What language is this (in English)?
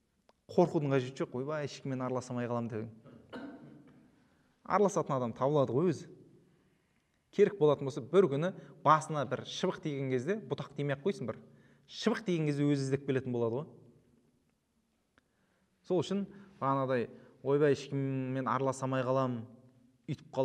Kazakh